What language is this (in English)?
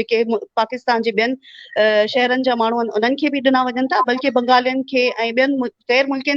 Sindhi